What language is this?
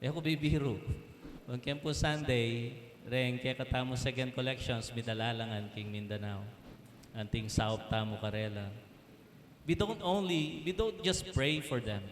Pampanga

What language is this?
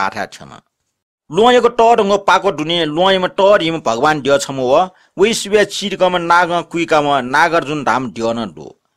Newari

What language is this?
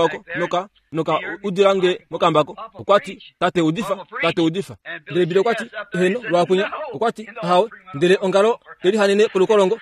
Kuanyama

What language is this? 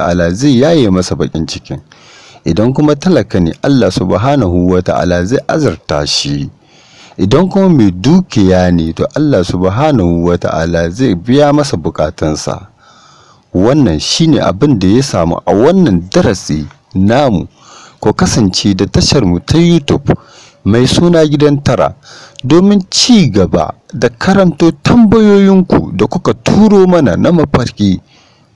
Hausa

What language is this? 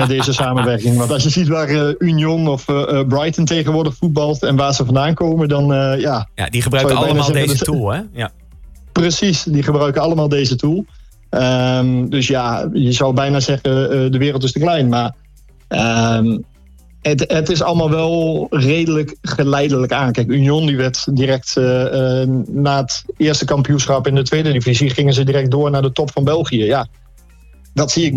Dutch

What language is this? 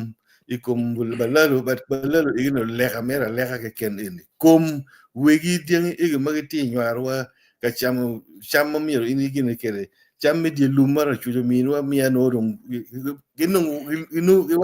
Acoli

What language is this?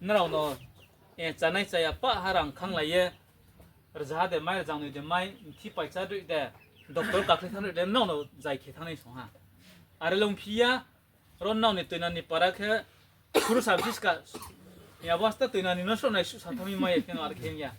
Riang (India)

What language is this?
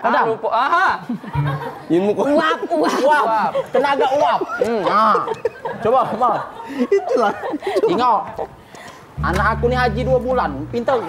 Musi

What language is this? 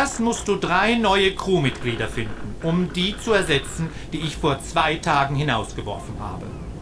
German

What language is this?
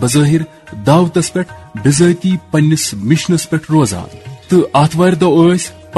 Kashmiri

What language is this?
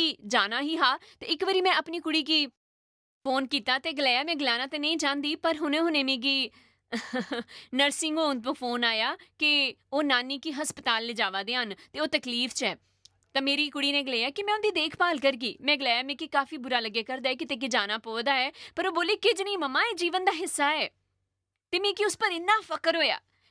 Dogri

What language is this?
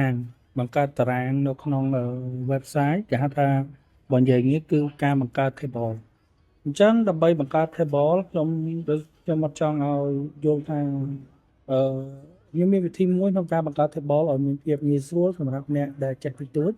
Khmer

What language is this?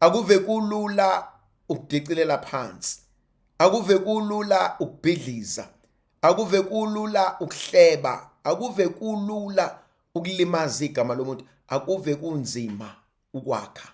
Zulu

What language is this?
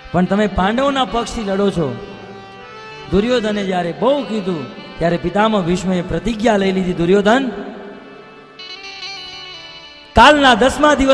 Gujarati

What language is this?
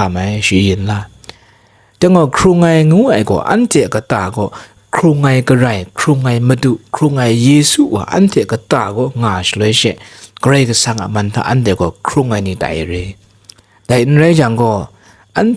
Kachin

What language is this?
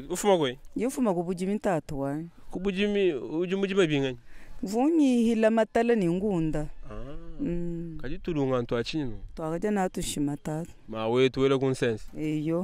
Luba-Lulua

